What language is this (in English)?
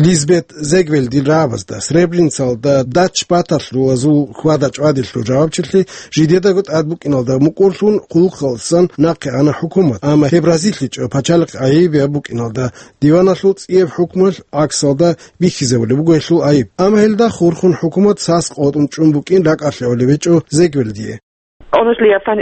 Avaric